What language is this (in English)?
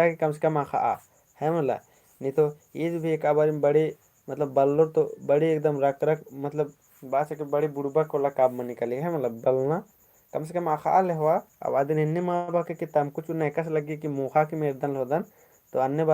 Kurukh